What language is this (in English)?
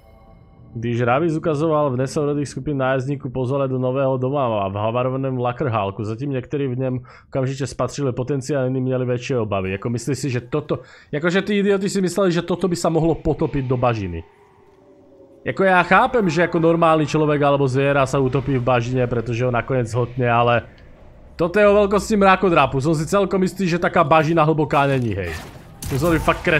Slovak